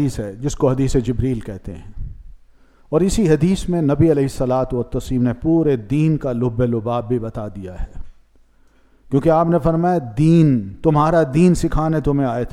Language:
Urdu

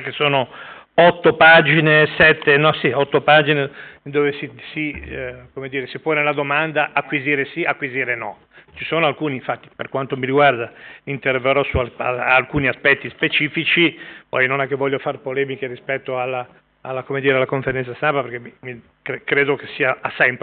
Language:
Italian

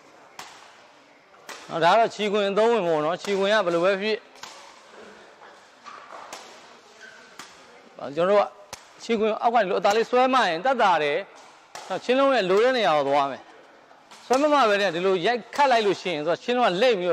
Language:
Burmese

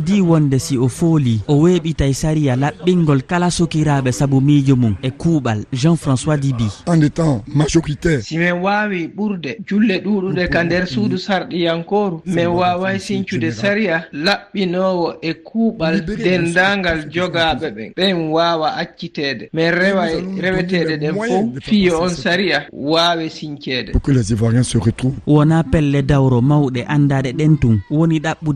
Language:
Fula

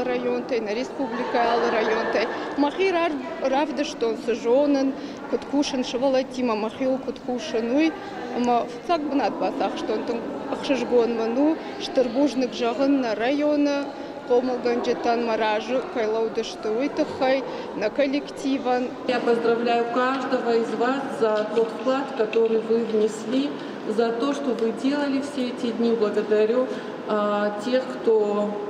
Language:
Ossetic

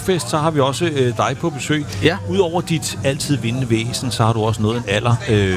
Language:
Danish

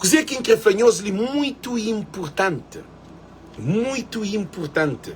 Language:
Kabuverdianu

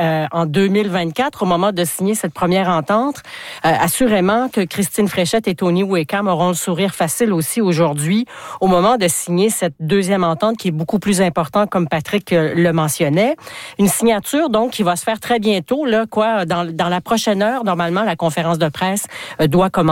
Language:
French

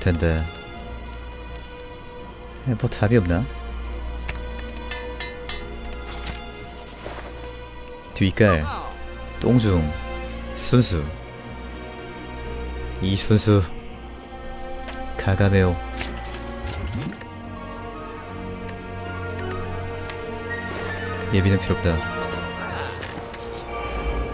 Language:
Korean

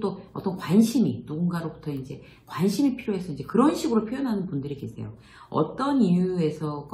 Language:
Korean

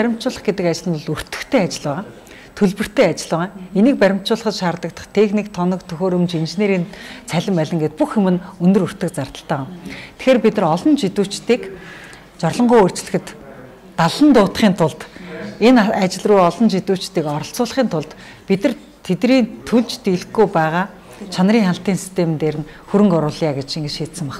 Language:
Mongolian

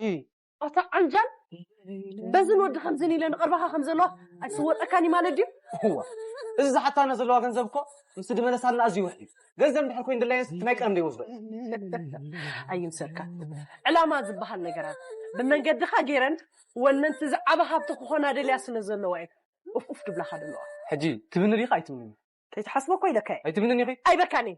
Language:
Tigrinya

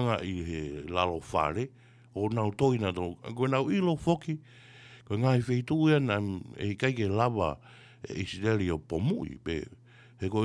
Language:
Tongan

